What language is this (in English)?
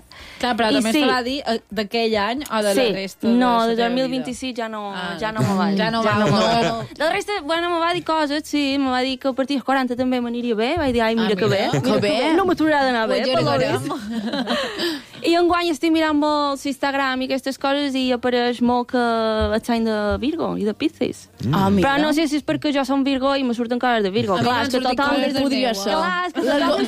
Catalan